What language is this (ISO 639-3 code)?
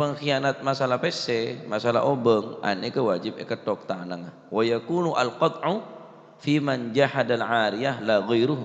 mad